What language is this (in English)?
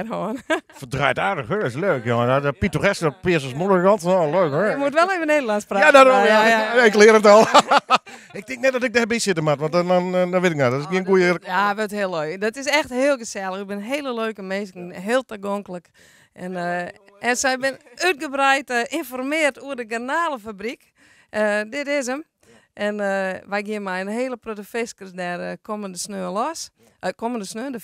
Western Frisian